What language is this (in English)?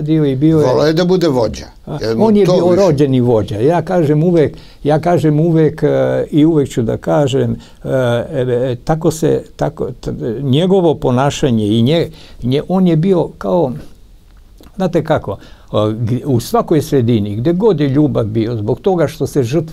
Serbian